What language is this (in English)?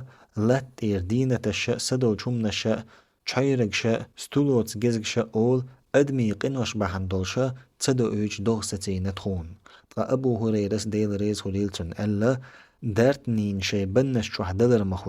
Chechen